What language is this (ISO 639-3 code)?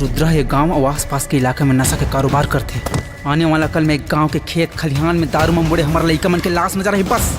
hne